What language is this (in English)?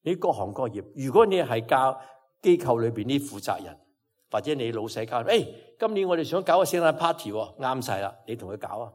Cantonese